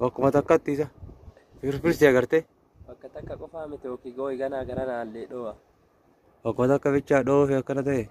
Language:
Oromo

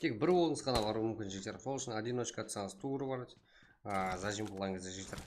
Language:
Kara-Kalpak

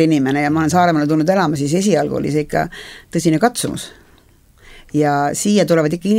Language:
Estonian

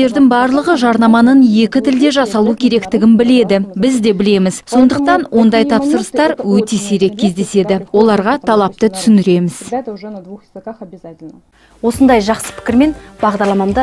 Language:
Kazakh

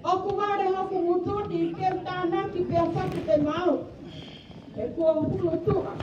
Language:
Tongan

